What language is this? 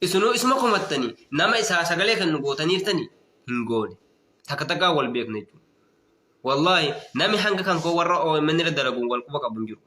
Oromo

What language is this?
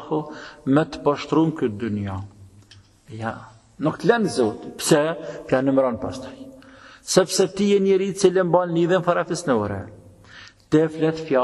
Albanian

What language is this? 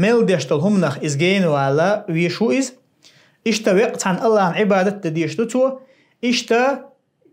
Chechen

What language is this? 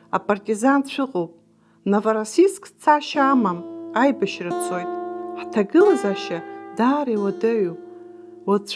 Abkhazian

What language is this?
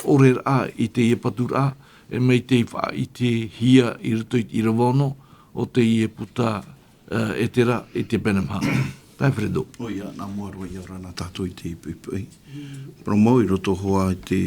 Tahitian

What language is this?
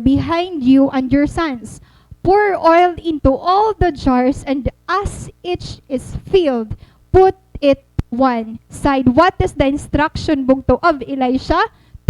Waray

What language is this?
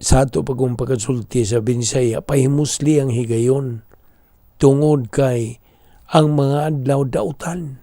Cebuano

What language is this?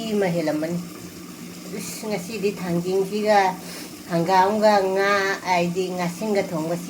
Manipuri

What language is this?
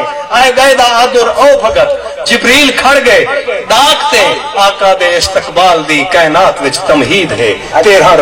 Saraiki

